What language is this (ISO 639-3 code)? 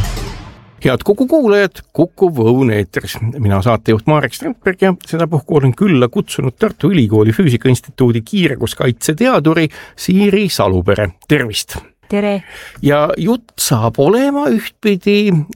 est